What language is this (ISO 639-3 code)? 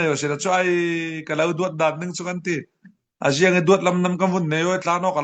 cfm